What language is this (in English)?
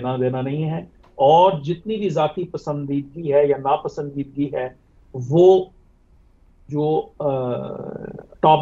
Urdu